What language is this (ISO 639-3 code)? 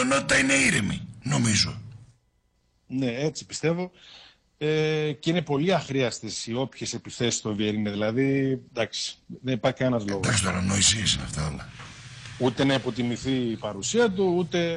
ell